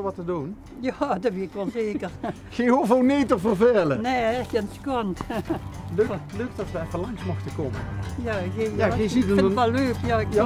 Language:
Limburgish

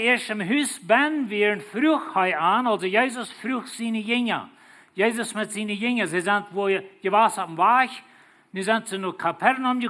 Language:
Plautdietsch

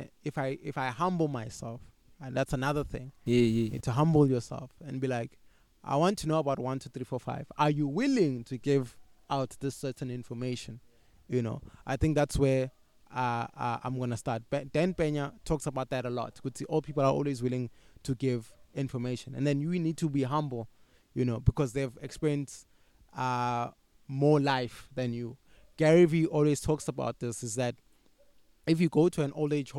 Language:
English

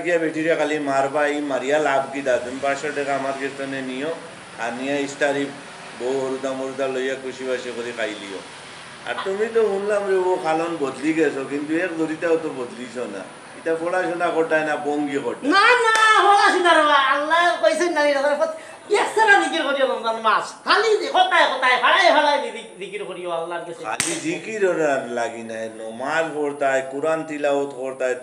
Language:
Sylheti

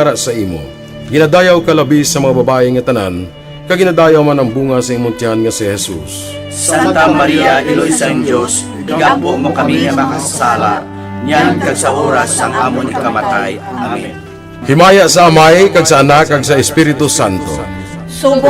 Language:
Hiligaynon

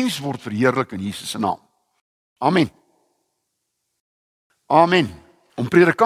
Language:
Afrikaans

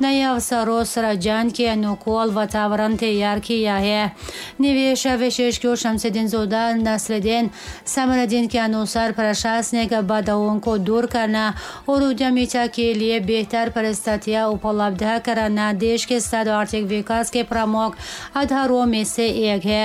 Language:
Tajik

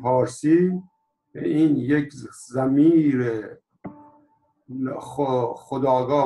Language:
Persian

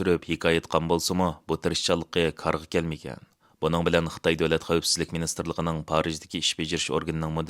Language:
Uyghur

